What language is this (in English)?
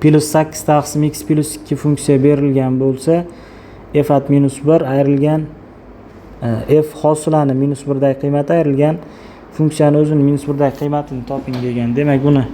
Uzbek